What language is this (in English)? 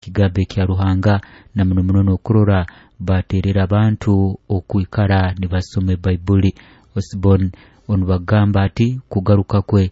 Nyoro